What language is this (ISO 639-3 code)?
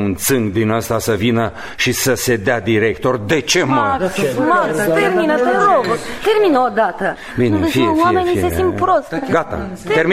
ron